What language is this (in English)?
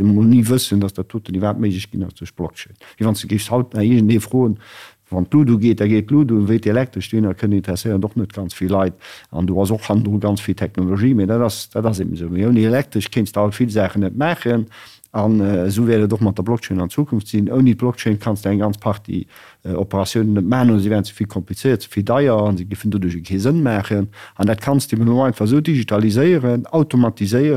Luxembourgish